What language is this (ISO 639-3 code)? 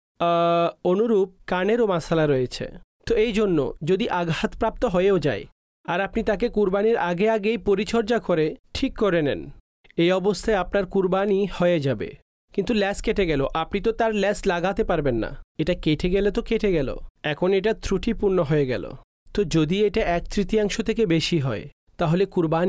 ben